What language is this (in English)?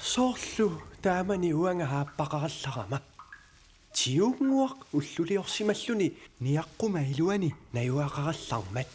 Kalaallisut